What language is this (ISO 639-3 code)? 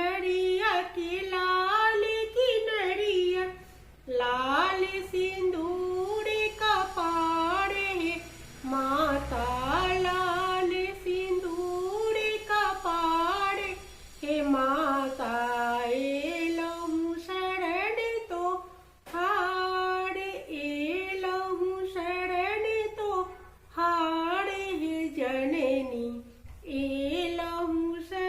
mai